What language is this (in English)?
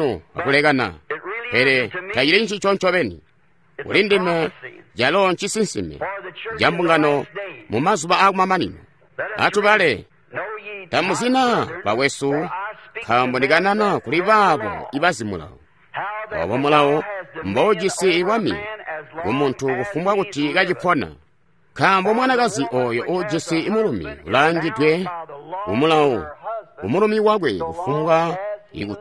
Tonga (Zambia)